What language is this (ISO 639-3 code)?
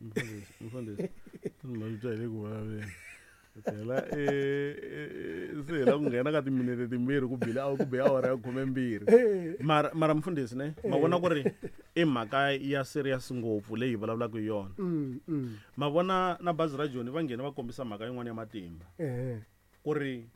tso